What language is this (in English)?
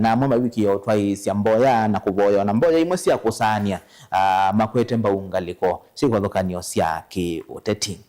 Kamba